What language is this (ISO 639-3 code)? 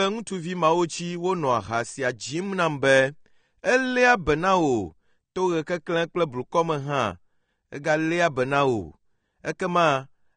ewe